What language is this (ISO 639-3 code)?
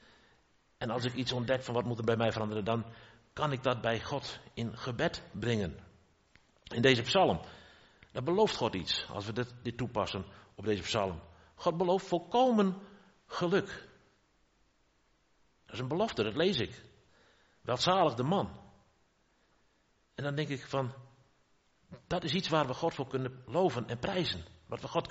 nld